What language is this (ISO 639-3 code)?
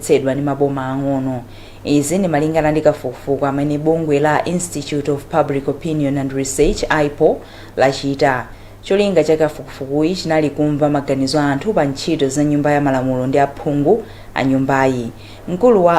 nya